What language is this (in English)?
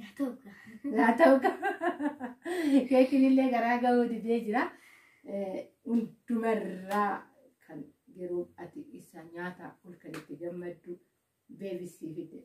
Oromo